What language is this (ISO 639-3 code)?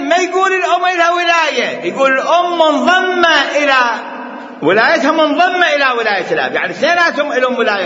acm